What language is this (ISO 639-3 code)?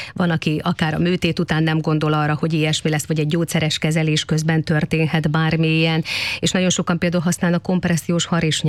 hun